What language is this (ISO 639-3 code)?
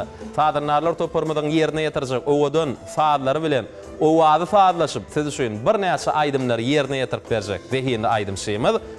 tuk